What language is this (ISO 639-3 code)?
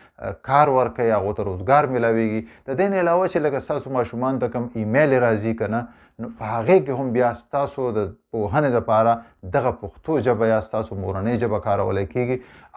pus